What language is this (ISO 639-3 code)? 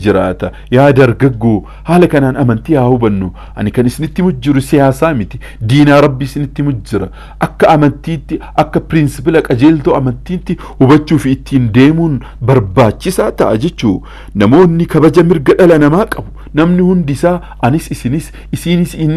orm